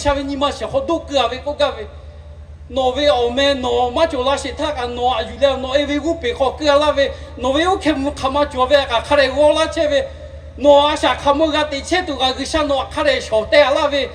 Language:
Lahu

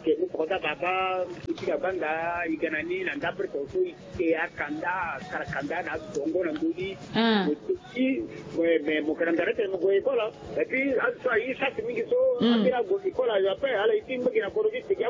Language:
Sango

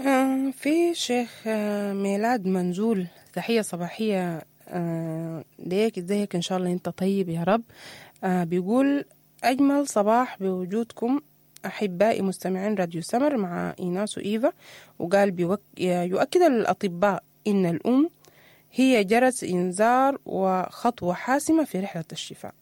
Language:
Sudanese Arabic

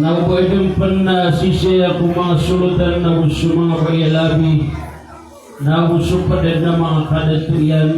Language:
Maranao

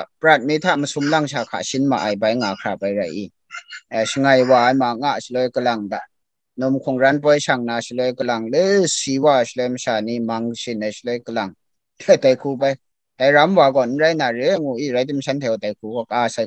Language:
Kachin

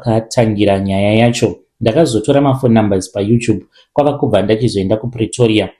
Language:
Shona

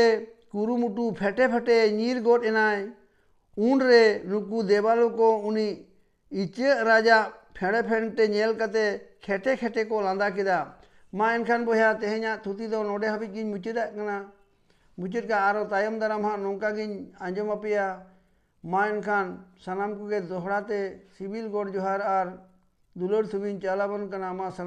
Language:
Santali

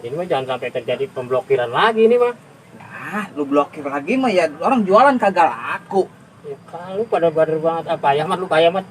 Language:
Betawi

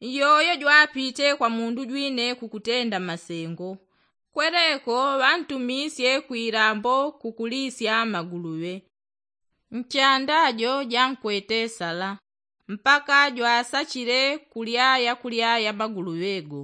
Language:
Yao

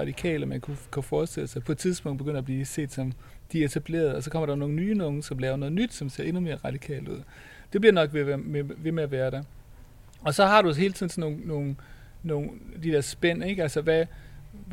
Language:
Danish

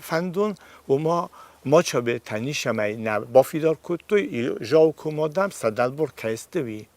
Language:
Ossetic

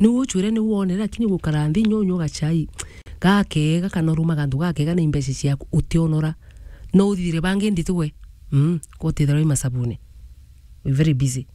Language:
Meru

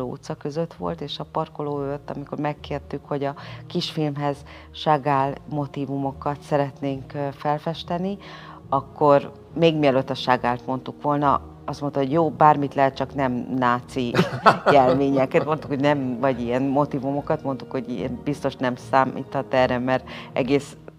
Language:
Hungarian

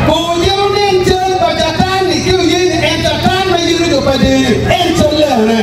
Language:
Acoli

